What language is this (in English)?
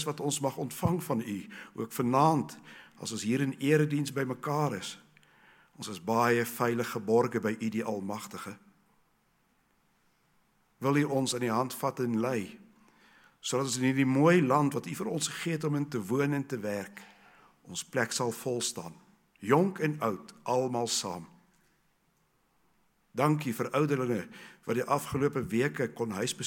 Afrikaans